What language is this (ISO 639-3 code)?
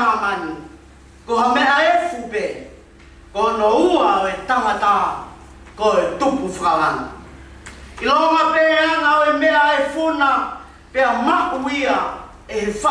ton